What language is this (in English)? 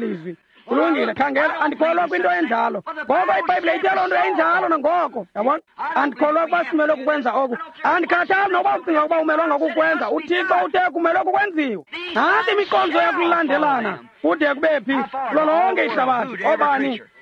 Xhosa